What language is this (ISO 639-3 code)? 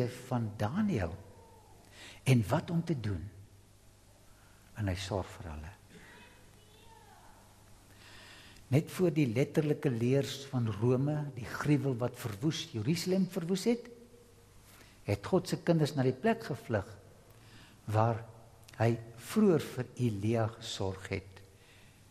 afr